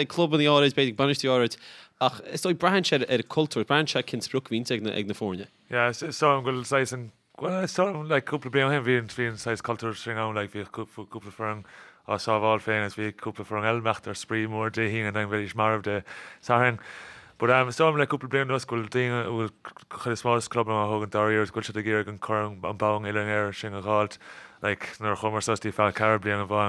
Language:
Irish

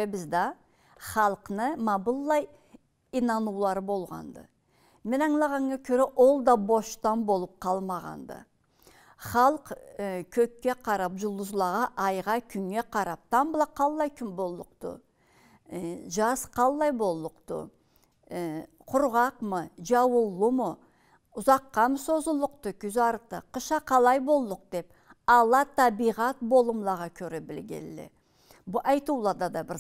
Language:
Karachay-Balkar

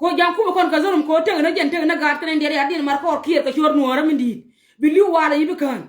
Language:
Nuer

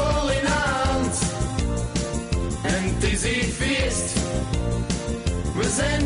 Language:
Dutch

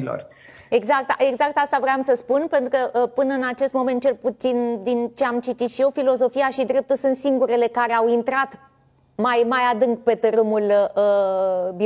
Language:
Romanian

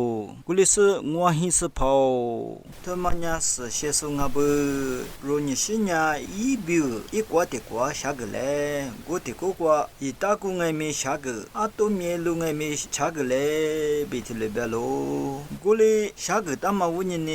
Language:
Lisu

